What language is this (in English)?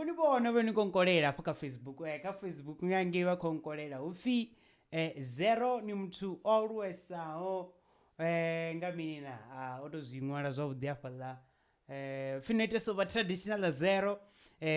Venda